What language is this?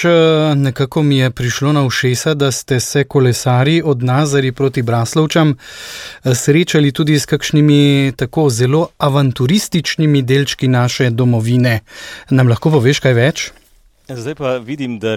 Slovenian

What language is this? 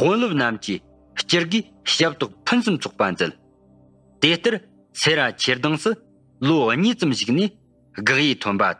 Tibetan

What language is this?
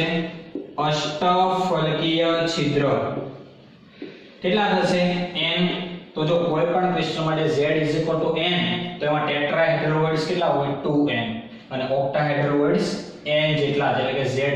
Gujarati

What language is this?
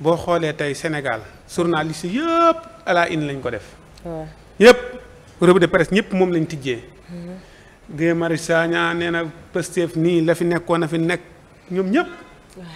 Wolof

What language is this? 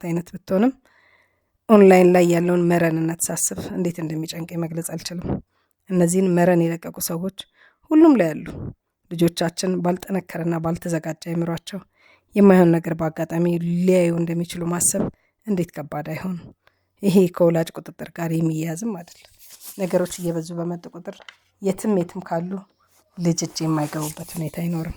Amharic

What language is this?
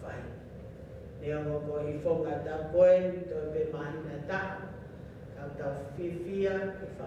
Tongan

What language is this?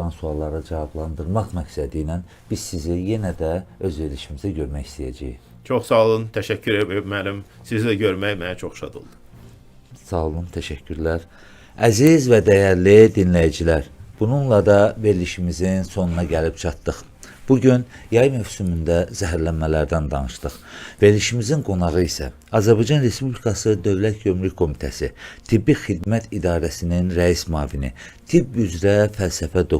Azerbaijani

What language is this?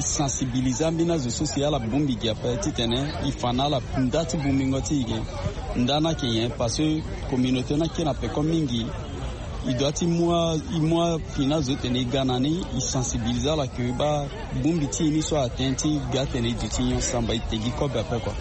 Sango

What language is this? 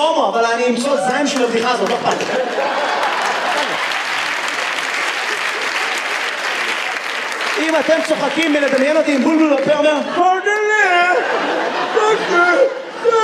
Hebrew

